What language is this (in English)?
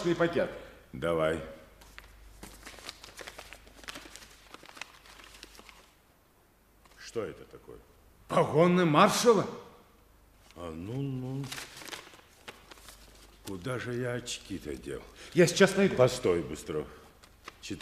Russian